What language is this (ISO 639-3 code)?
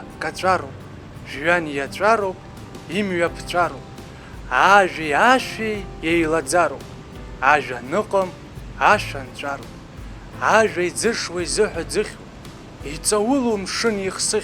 abk